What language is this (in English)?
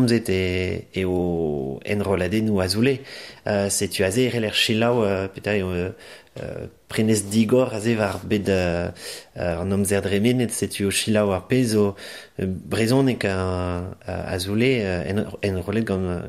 Breton